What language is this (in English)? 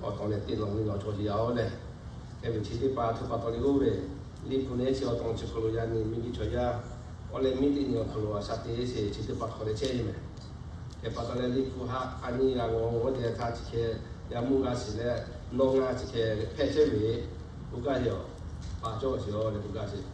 Lahu